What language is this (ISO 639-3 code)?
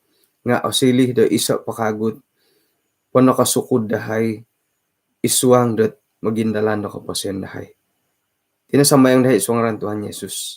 dtp